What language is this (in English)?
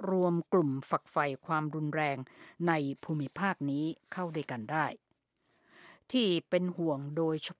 Thai